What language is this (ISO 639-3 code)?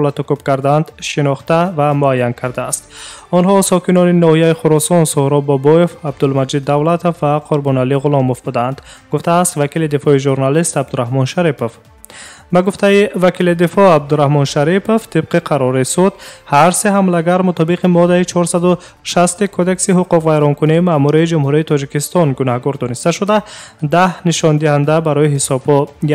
tgk